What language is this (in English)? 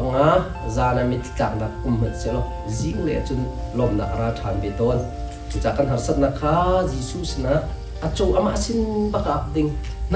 Hakha Chin